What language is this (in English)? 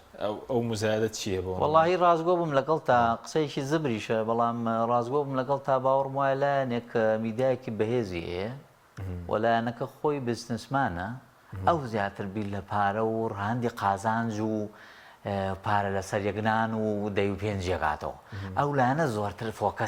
Central Kurdish